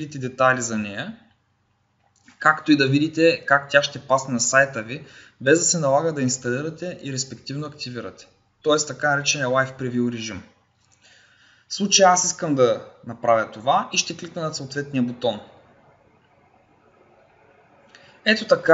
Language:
Bulgarian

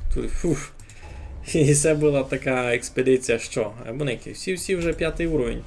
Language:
Rusyn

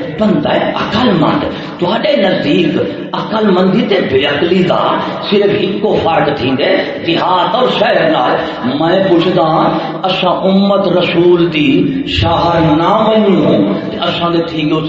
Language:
Saraiki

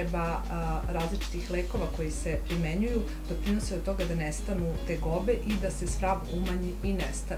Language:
Serbian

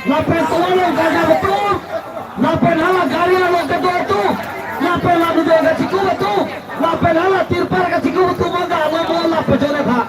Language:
Karbi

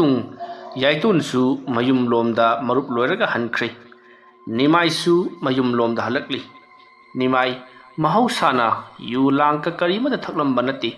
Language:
Manipuri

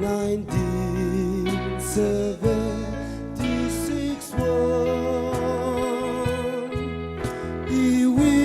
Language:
Tangkhul Naga (India)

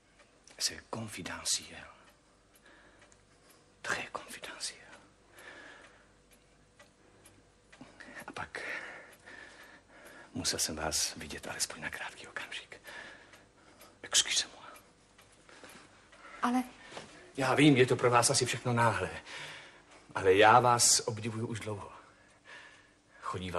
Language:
Czech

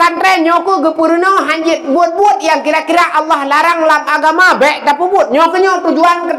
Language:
Achinese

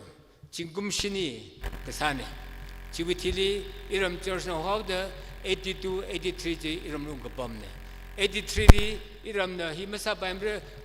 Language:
Tangkhul Naga (India)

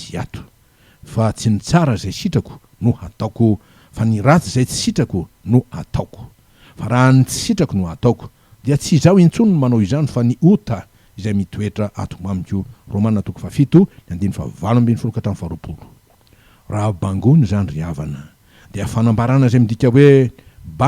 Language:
Malagasy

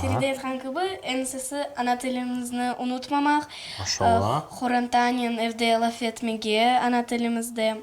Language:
Crimean Tatar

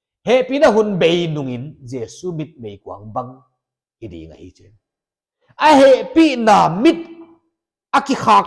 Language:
Paite Chin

